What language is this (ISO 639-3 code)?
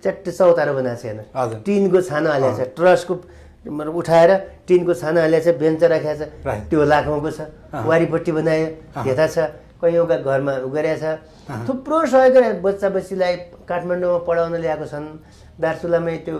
nep